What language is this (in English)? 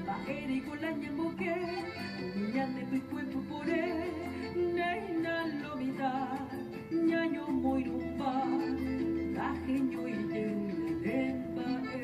Guarani